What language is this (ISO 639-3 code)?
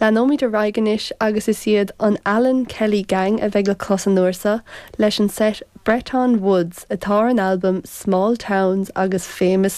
gle